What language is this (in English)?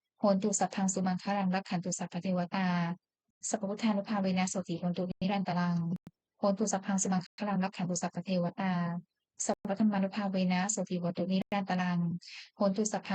Pali